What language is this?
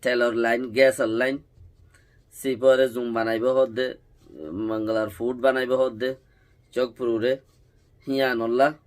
Rohingya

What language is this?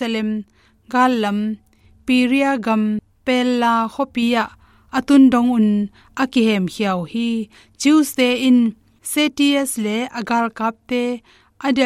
Tedim Chin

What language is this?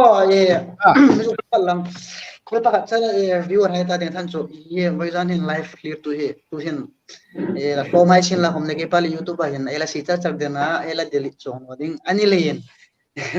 Hmar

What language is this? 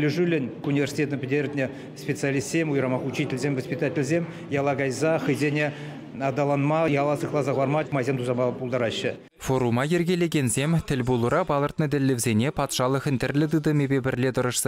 Chuvash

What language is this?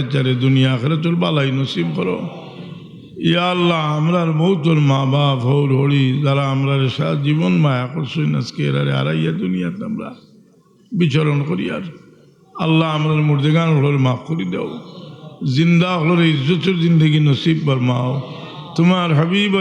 Sylheti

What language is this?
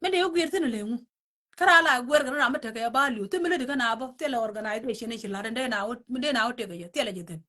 Nuer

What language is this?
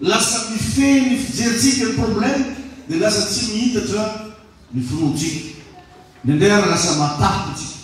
Malagasy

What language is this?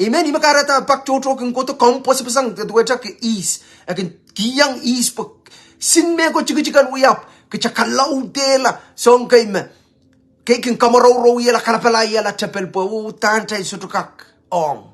Pohnpeian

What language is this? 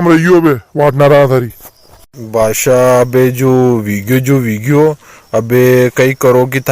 Rajasthani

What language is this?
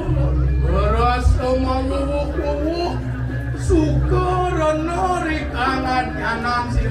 Balinese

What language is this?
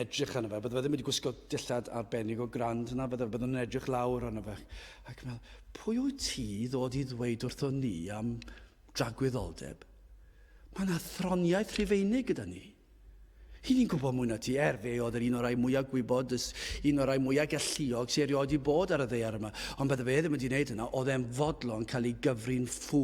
Welsh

